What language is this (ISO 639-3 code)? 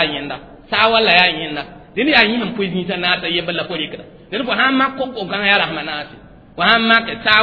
mos